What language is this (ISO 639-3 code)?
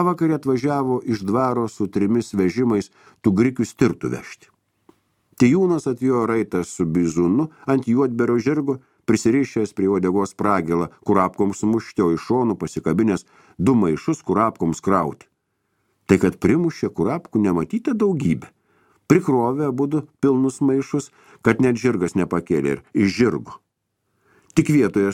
lit